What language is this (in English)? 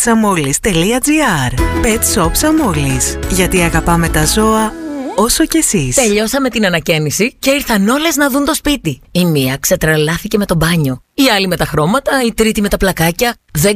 Greek